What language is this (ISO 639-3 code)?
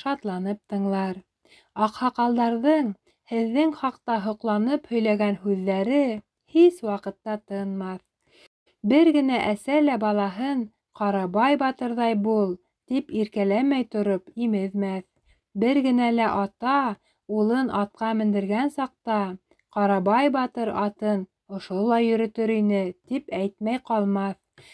bak